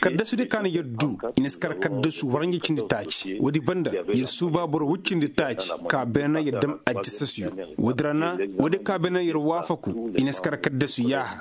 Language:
Koyraboro Senni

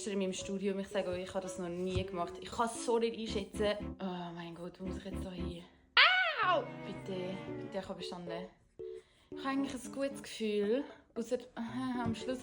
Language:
Swiss German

